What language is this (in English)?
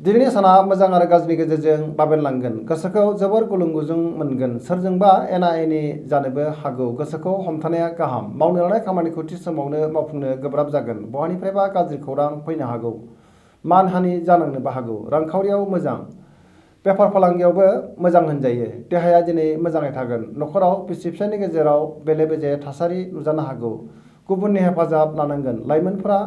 Bodo